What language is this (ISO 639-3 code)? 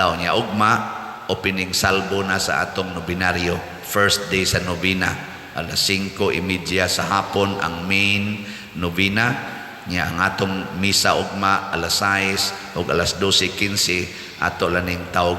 ceb